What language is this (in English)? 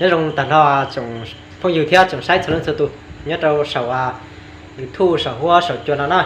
Hmong